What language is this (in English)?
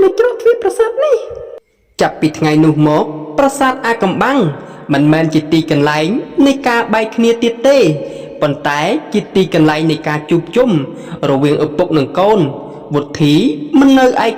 Khmer